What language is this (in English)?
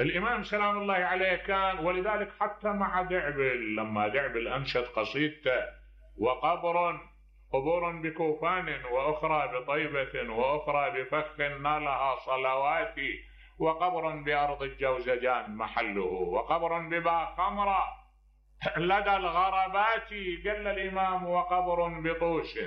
Mesopotamian Arabic